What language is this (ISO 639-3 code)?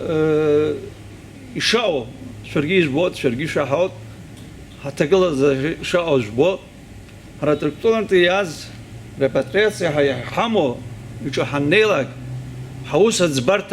abk